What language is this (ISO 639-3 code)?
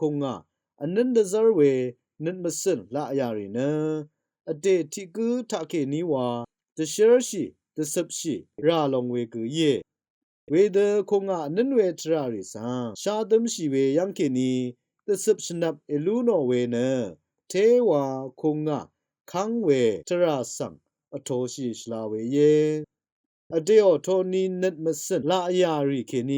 raw